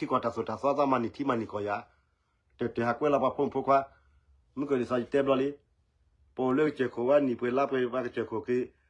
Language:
S'gaw Karen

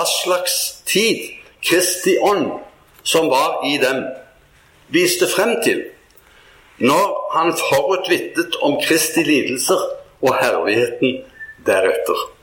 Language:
Norwegian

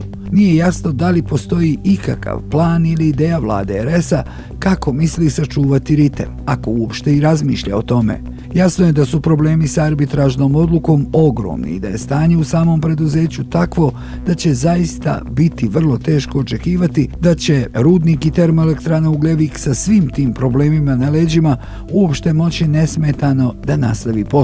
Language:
Bosnian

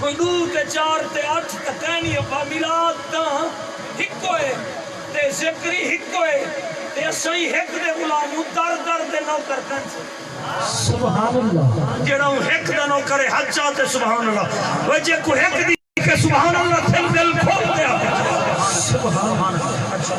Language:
Saraiki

